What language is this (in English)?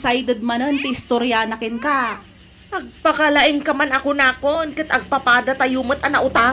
Iloko